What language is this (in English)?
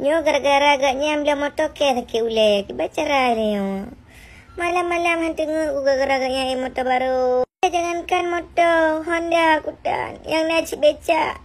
Achinese